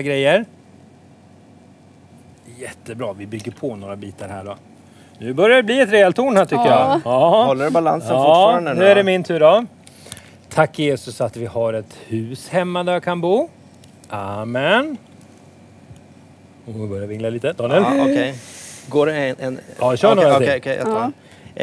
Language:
Swedish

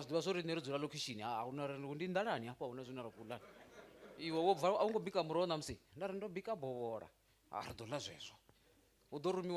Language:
Venda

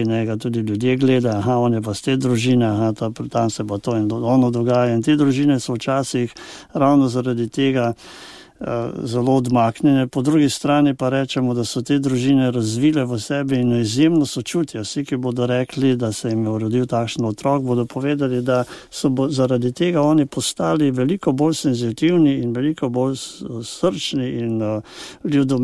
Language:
Slovenian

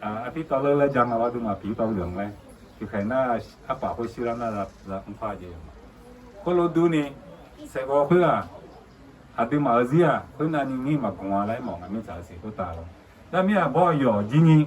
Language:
Akha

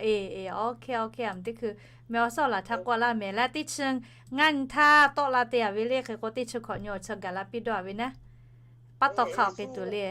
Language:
Lahu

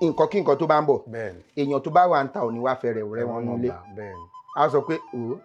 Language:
Yoruba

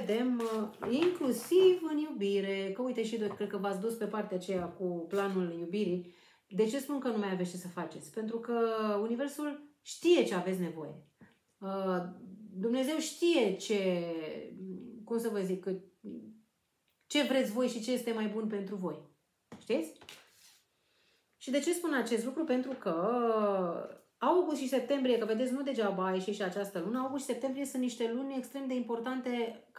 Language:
Romanian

